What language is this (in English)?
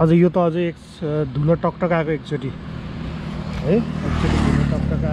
Nepali